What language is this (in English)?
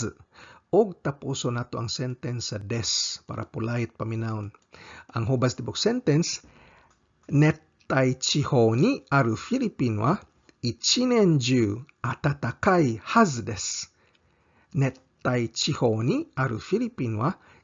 Cebuano